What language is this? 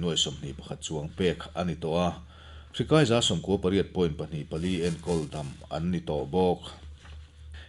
Mizo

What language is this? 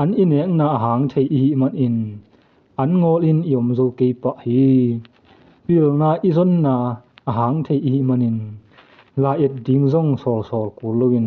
Tedim Chin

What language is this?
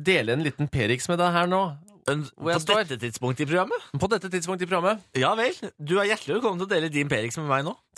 Norwegian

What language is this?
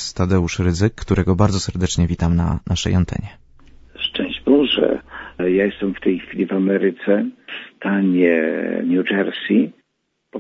Polish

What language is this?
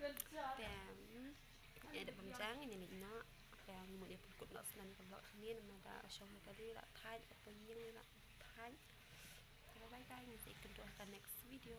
Khasi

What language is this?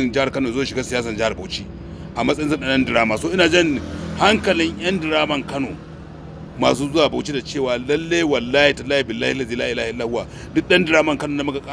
Hausa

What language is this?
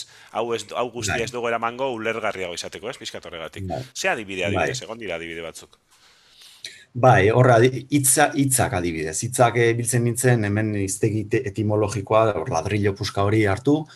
Basque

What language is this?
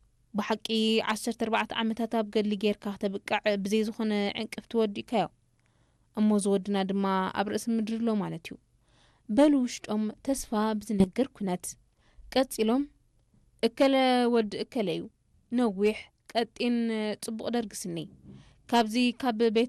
Tigrinya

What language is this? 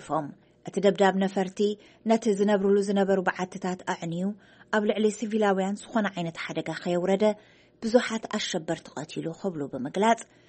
Tigrinya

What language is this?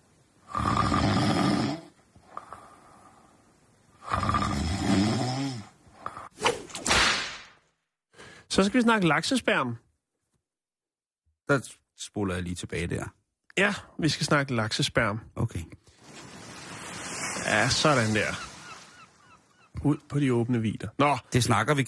Danish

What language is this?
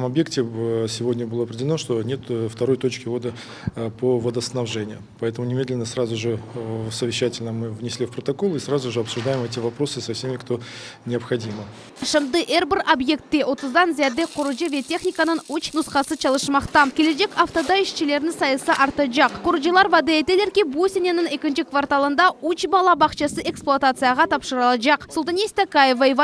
Crimean Tatar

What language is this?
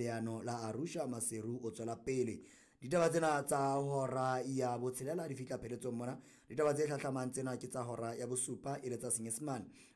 Southern Sotho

